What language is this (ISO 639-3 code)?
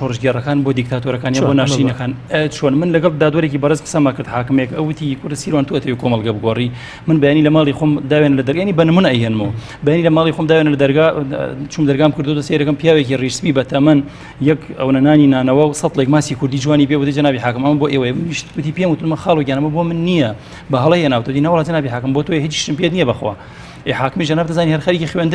ckb